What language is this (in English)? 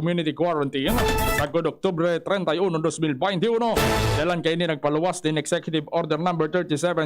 Bikol